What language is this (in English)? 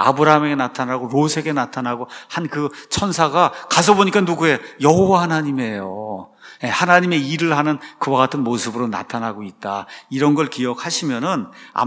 Korean